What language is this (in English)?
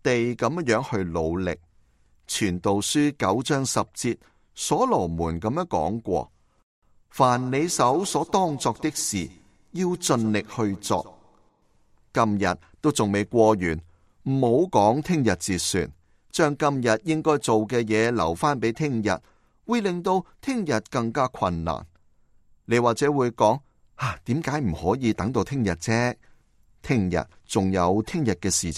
Cantonese